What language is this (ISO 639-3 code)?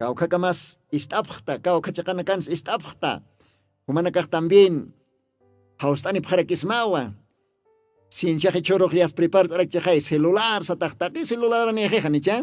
aym